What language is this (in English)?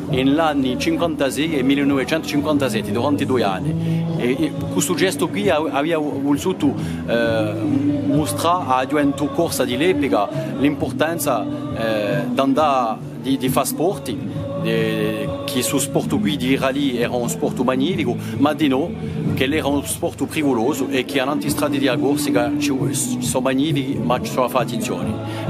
Corsican